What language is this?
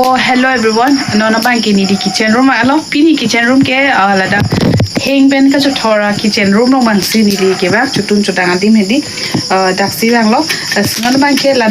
Karbi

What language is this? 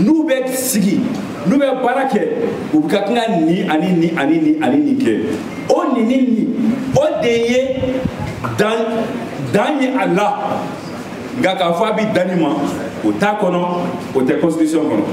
Bambara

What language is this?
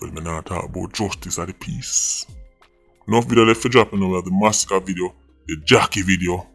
Jamaican Creole English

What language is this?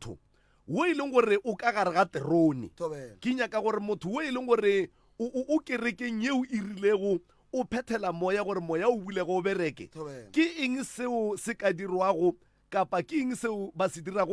Northern Sotho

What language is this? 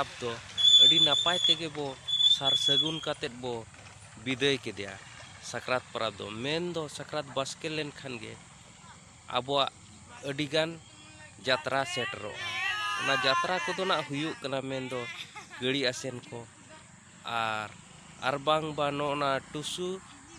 Santali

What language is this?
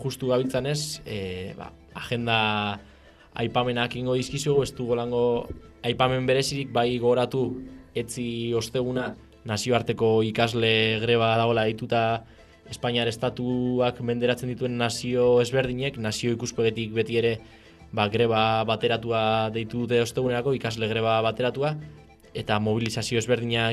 Basque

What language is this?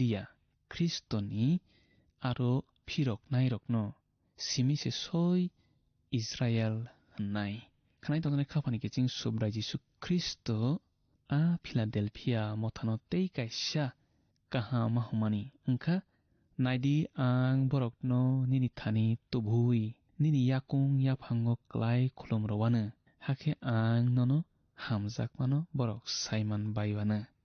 Kok Borok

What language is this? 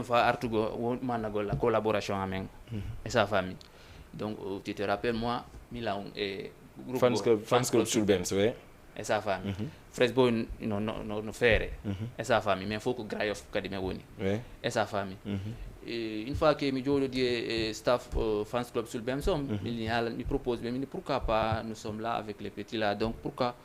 Fula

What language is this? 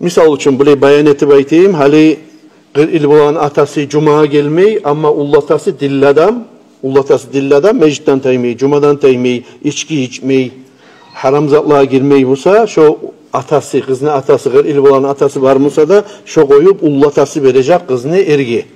Kumyk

